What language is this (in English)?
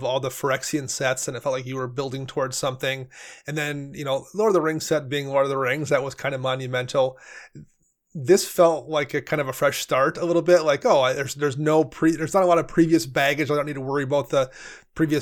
English